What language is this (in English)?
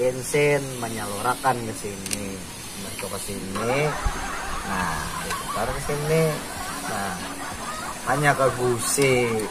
Banjar